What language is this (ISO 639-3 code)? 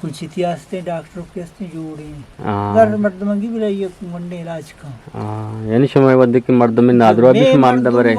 bgp